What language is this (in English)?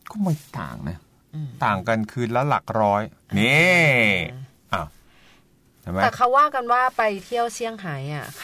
Thai